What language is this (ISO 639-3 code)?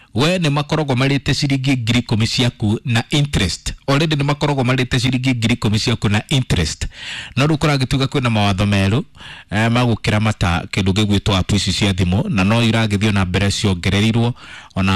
kik